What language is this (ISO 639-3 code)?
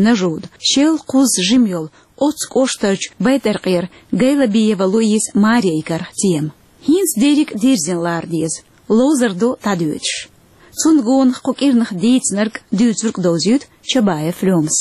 che